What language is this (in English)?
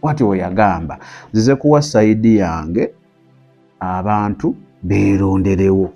Ganda